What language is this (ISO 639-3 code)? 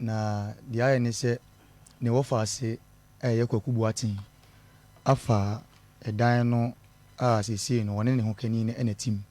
aka